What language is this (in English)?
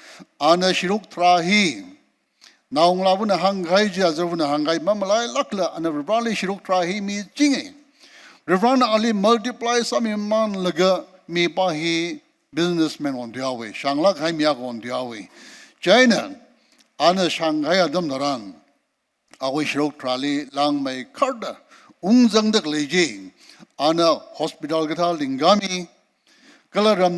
Tangkhul Naga (India)